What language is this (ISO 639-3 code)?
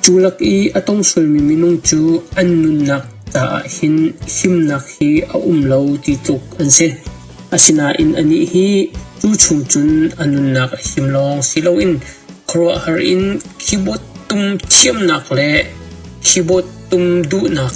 cnh